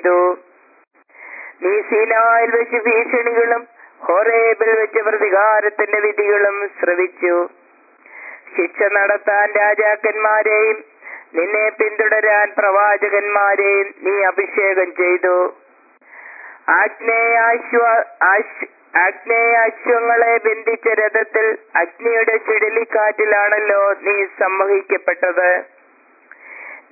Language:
Malayalam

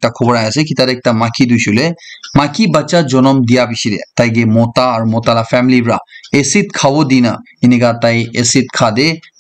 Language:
Naga Pidgin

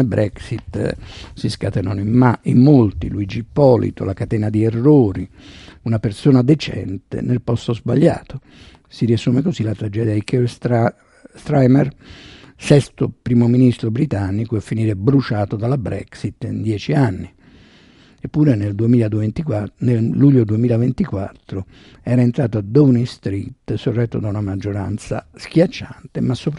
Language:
Italian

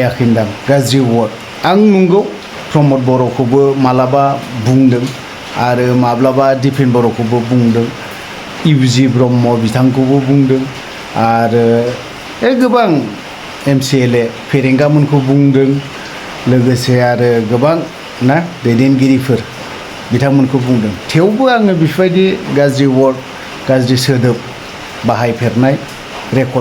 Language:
Bodo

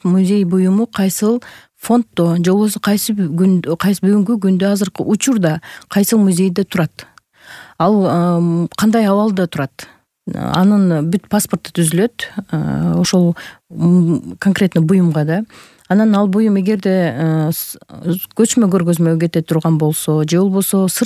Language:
Kyrgyz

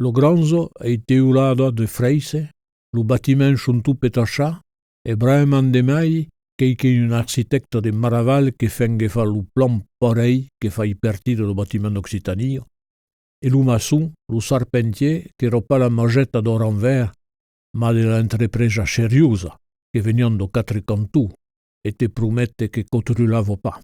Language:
Occitan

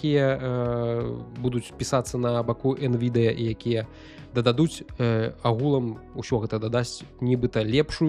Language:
Belarusian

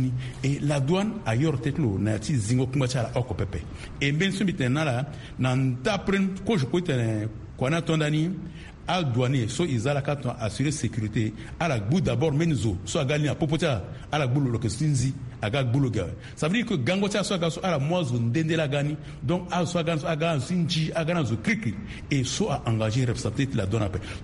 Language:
Sango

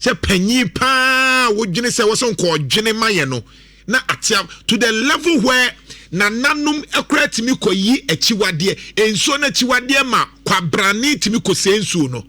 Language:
Akan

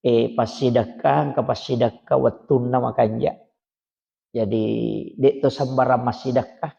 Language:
Buginese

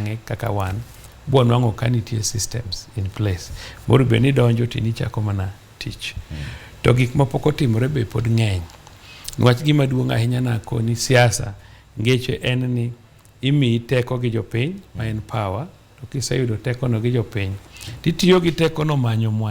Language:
Luo (Kenya and Tanzania)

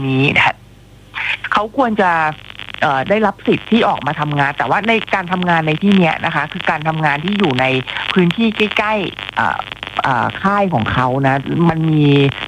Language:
Thai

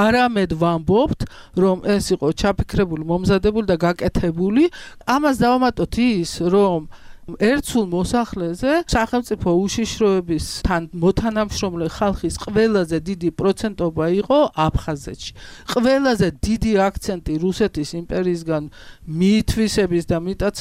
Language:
Georgian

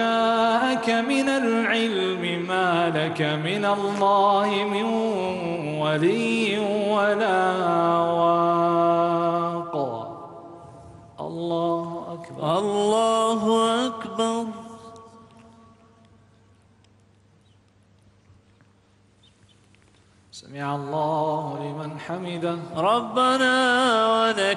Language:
Arabic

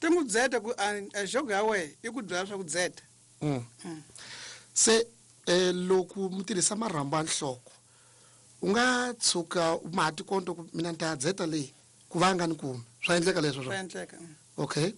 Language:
Tsonga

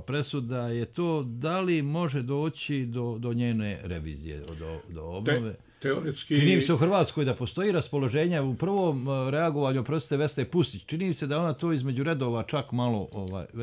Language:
Bosnian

